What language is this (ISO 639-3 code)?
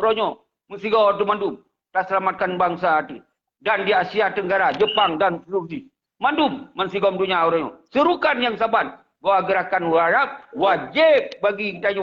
ace